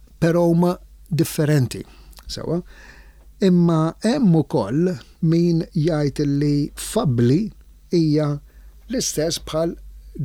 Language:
Maltese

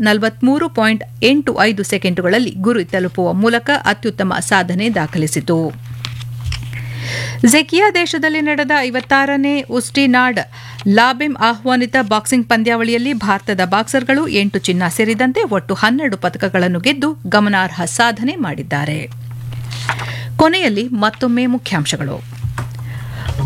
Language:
Kannada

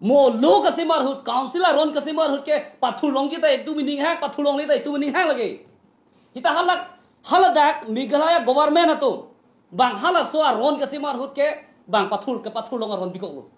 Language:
Karbi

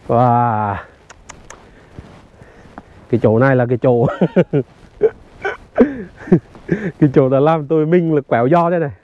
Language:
Vietnamese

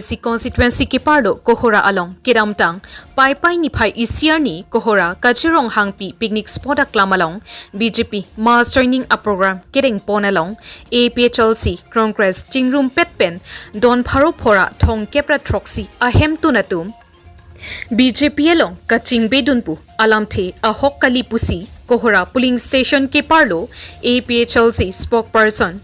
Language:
Karbi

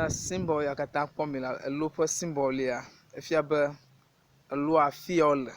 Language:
Ewe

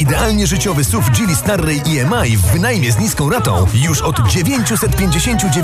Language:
Polish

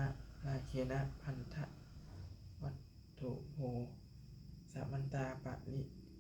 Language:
Pali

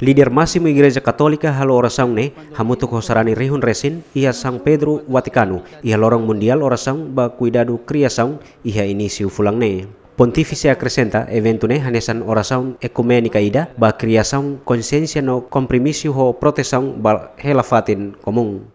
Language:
Tetum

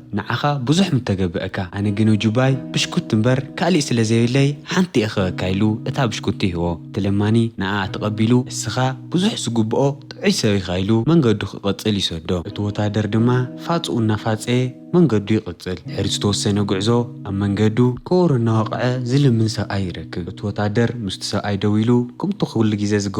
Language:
Tigrinya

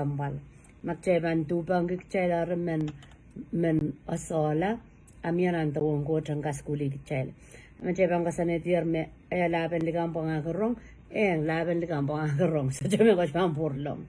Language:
Pohnpeian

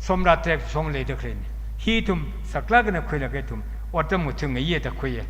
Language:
Tangkhul Naga (India)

